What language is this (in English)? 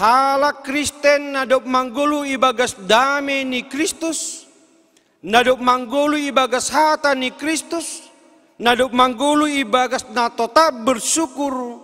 Batak Simalungun